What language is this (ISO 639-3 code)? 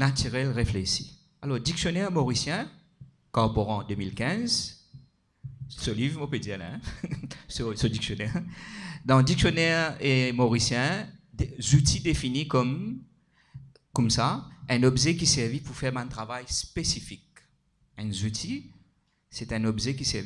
mfe